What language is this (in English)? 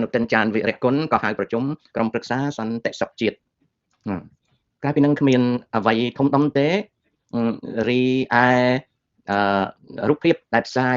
Khmer